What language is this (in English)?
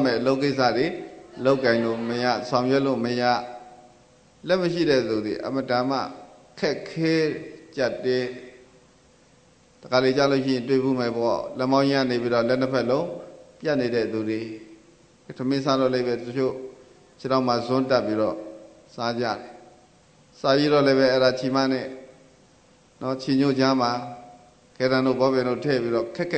Burmese